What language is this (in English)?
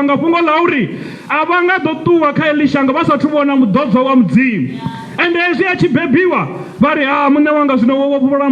Venda